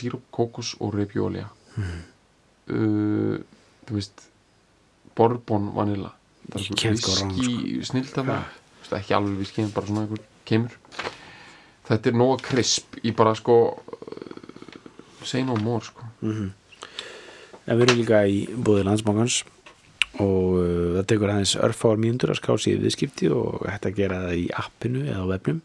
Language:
Icelandic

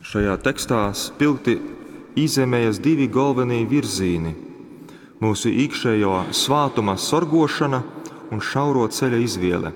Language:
Latgalian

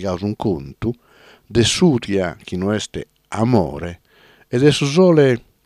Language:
Sardinian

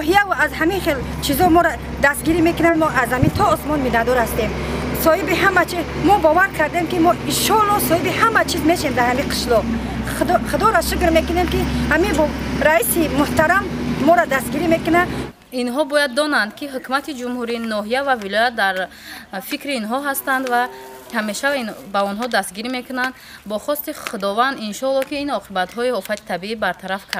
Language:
Tajik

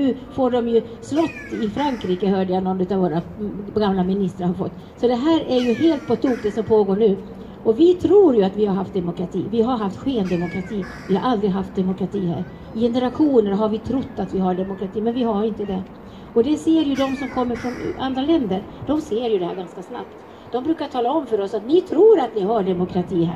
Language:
Swedish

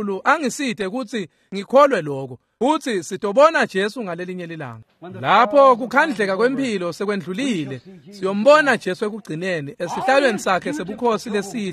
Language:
Swati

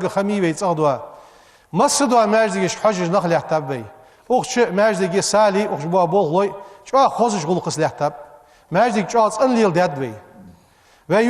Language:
Ingush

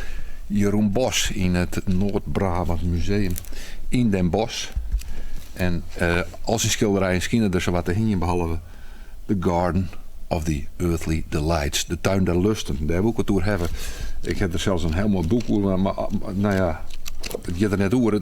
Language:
Western Frisian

